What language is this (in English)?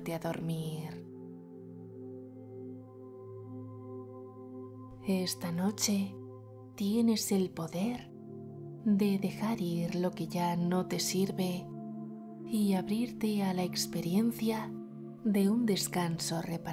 Spanish